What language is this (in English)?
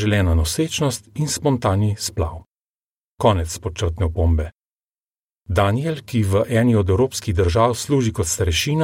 Slovenian